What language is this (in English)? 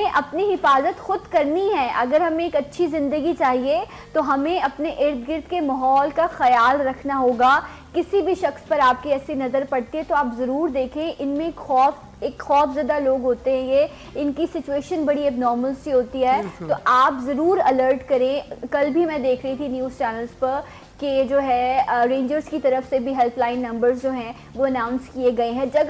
Urdu